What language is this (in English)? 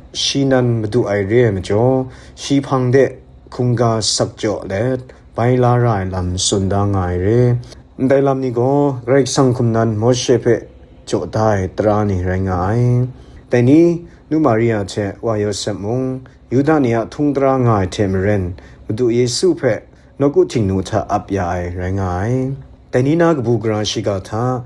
Kachin